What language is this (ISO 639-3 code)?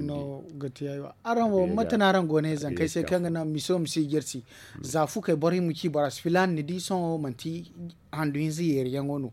dje